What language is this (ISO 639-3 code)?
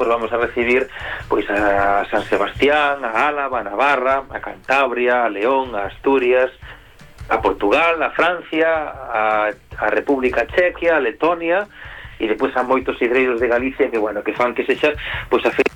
glg